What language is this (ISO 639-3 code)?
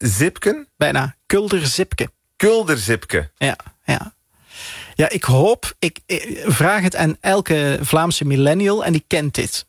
nld